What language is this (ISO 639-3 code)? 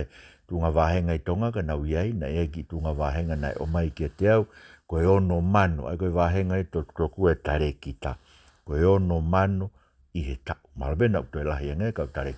ton